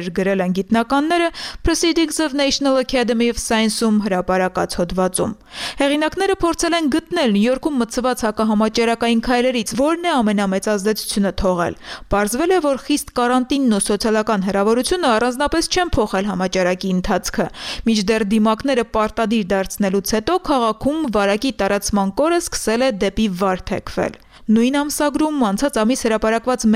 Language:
Armenian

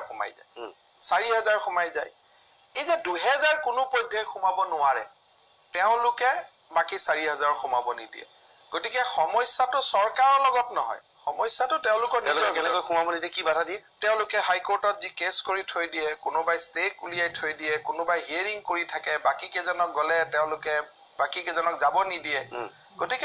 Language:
Assamese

